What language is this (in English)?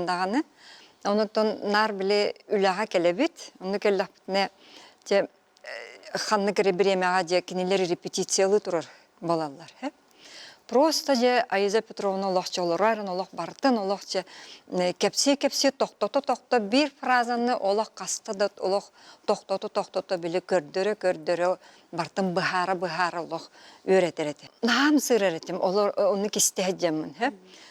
Yakut